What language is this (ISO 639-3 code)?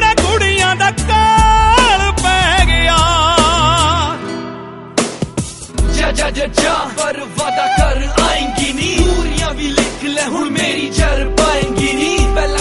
pan